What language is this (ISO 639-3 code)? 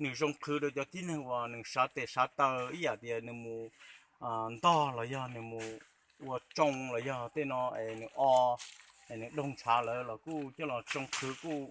hmn